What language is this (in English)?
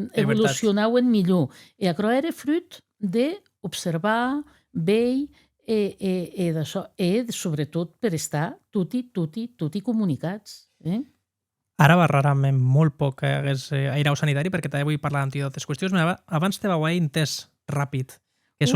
Occitan